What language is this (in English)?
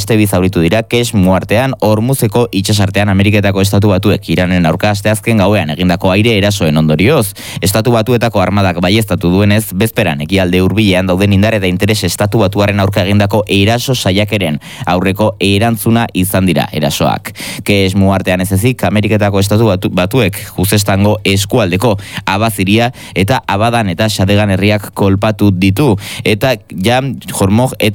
Basque